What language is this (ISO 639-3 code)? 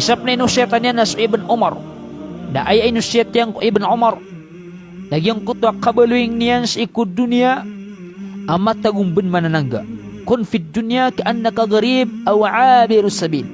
mrw